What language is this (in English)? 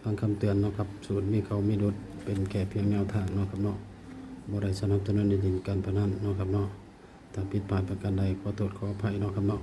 Northeastern Thai